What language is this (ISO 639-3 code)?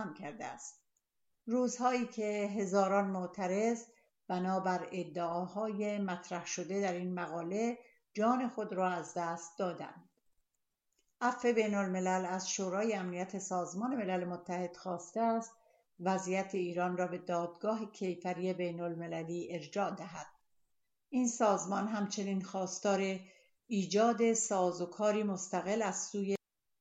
fas